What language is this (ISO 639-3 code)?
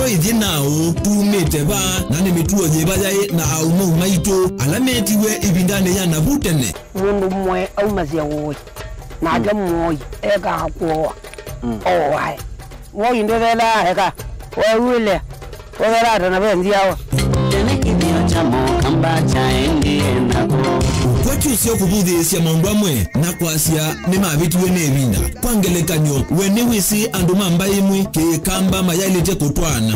kam